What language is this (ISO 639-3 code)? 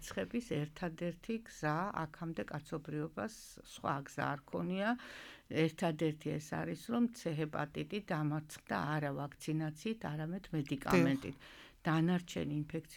kat